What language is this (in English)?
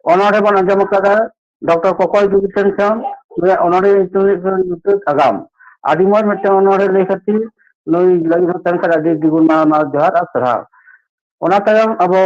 Santali